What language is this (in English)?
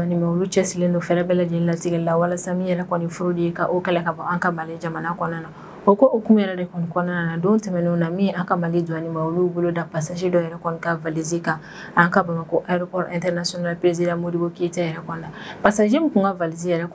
Bambara